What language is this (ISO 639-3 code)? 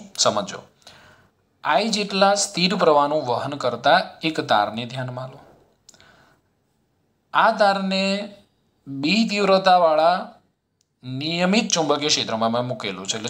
guj